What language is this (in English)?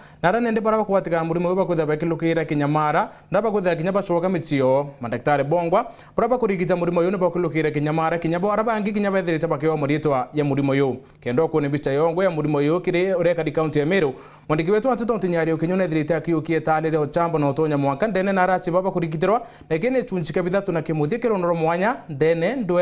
Meru